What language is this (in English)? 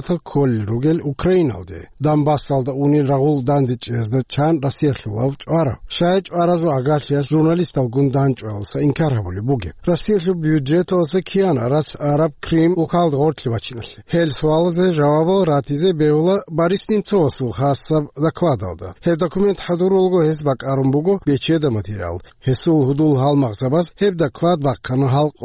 Avaric